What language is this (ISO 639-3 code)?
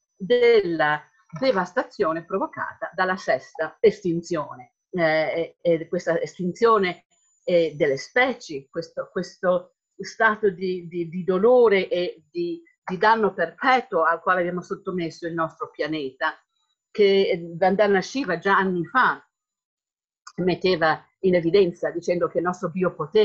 ita